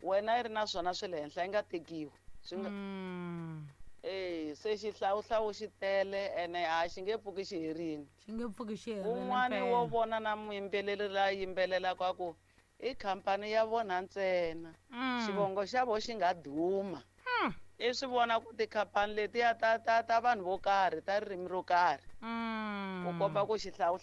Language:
Tsonga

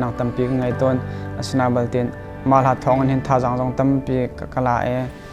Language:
Hakha Chin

